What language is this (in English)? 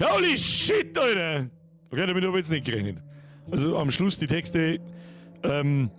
Bavarian